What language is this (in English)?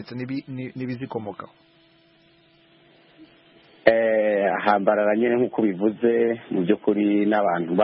Kinyarwanda